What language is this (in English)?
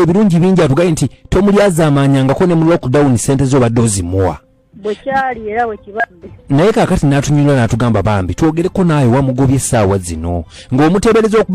Ganda